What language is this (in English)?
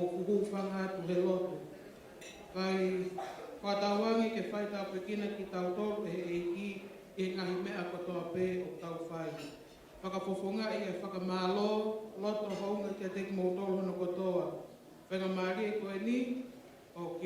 Tongan